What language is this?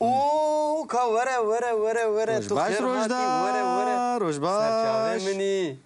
Kurdish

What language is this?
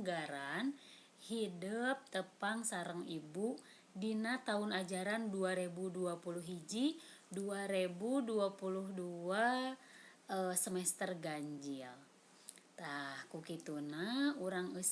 Sundanese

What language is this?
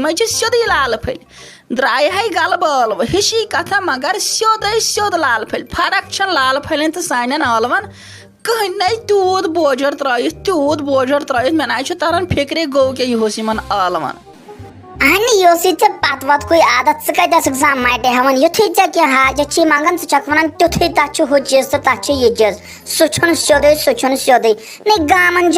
Kashmiri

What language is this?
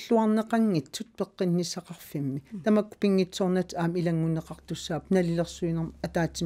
Kalaallisut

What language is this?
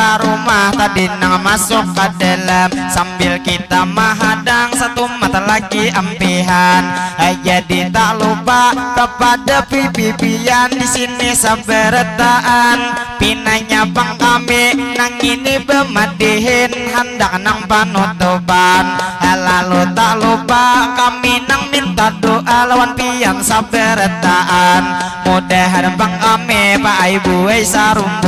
Banjar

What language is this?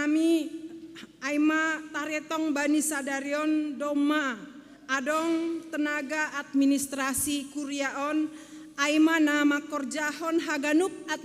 Batak Simalungun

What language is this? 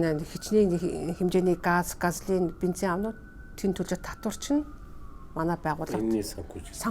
Mongolian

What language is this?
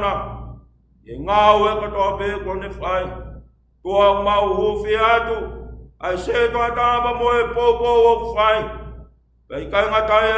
Tongan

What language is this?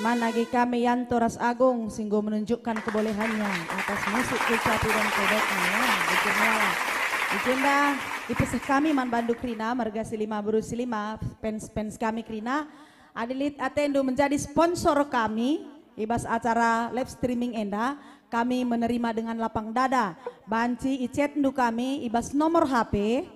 Batak Karo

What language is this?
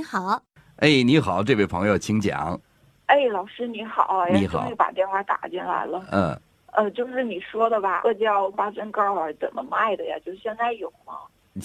Chinese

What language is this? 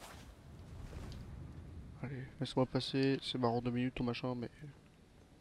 French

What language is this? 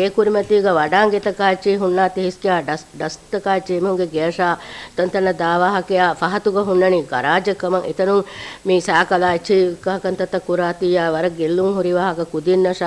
Divehi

